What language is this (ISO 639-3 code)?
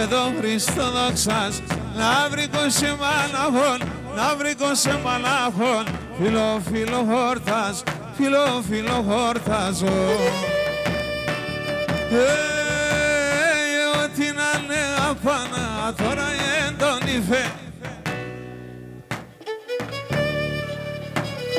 ell